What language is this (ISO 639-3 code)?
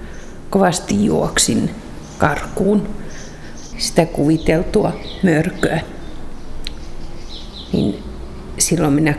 fin